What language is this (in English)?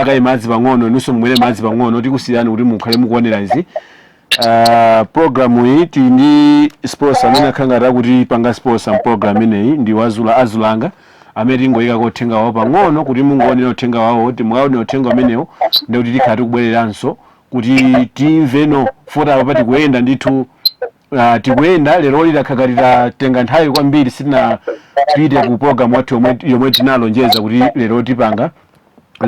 Nyanja